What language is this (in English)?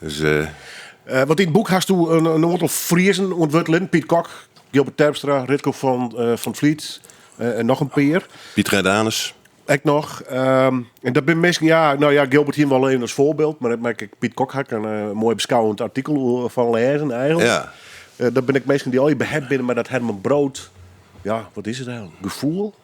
Western Frisian